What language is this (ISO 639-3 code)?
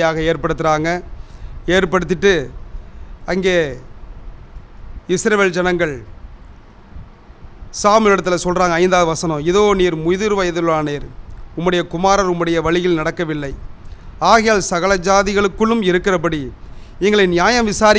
tam